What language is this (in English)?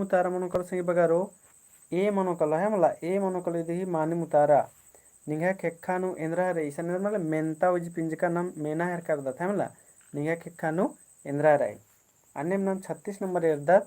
Kurukh